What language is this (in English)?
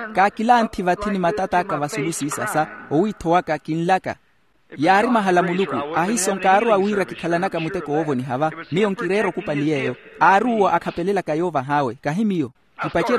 Makhuwa